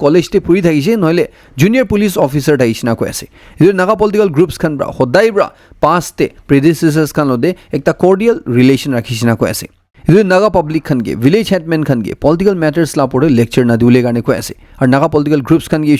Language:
Naga Pidgin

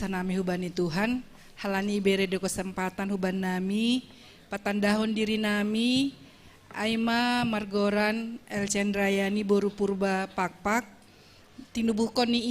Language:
Batak Simalungun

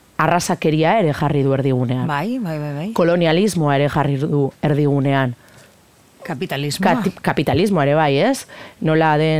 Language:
Basque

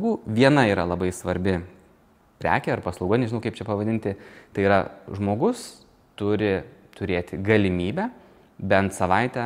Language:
Lithuanian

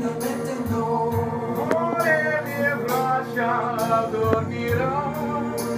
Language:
Italian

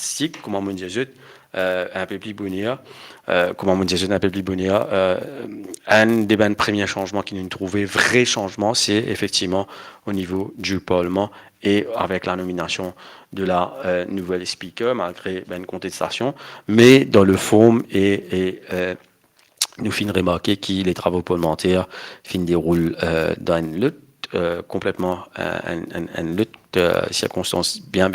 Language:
Morisyen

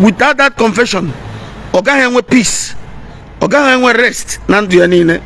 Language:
Igbo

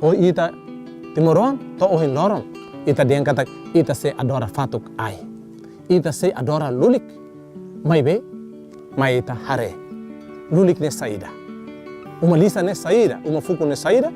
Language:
Tetum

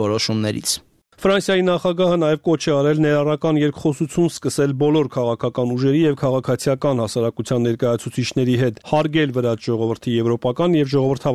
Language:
Armenian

